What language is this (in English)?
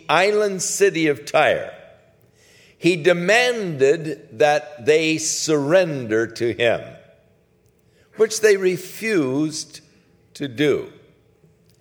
English